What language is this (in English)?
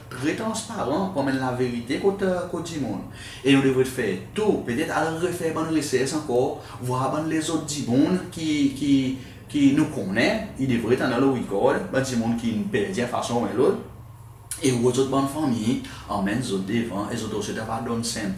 Seselwa Creole French